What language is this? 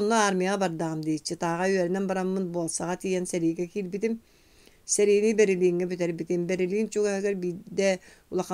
Yakut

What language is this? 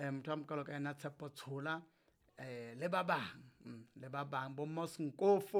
Southern Sotho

